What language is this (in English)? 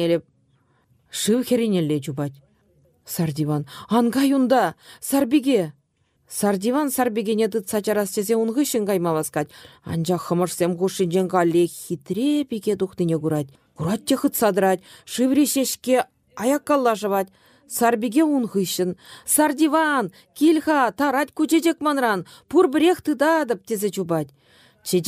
Chuvash